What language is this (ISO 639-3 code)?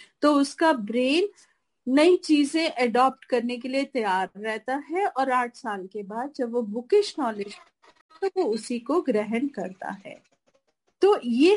hin